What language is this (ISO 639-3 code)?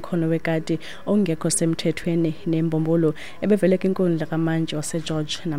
xho